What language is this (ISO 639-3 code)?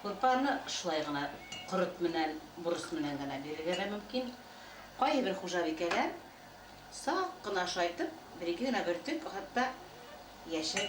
bak